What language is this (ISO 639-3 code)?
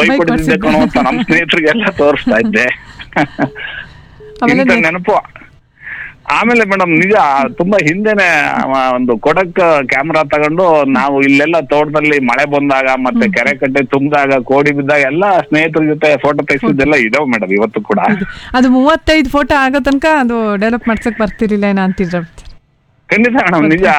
kan